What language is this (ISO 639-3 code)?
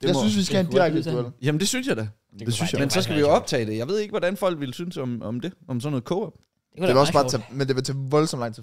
dan